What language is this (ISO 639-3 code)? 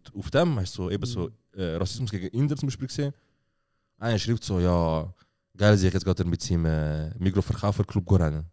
gsw